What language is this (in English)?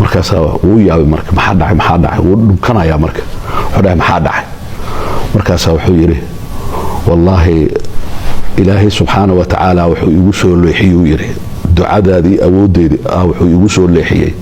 Somali